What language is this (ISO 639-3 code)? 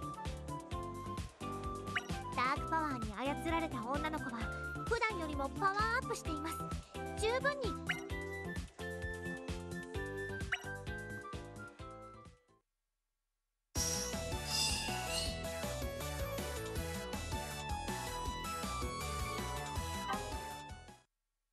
jpn